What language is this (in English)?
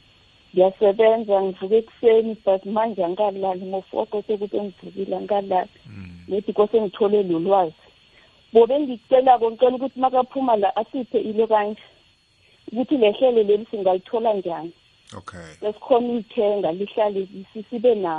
South Ndebele